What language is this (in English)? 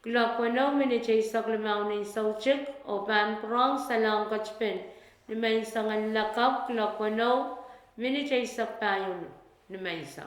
Pohnpeian